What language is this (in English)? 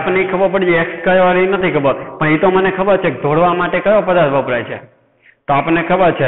Gujarati